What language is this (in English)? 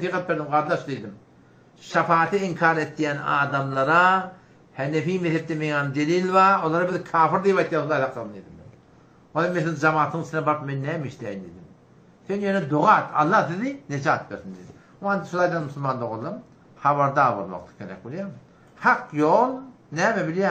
Turkmen